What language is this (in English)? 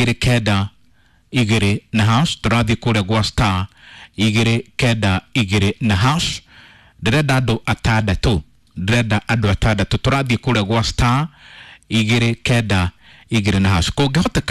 Kikuyu